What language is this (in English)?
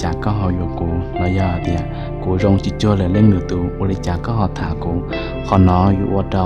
Hmong